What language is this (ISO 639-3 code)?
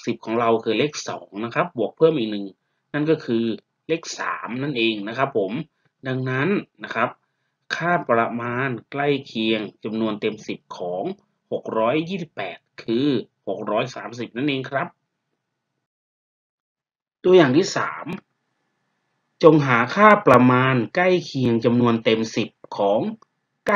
tha